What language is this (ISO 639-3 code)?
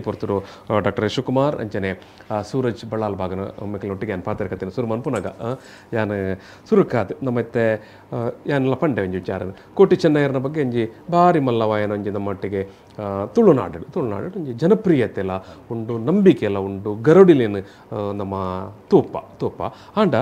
tcy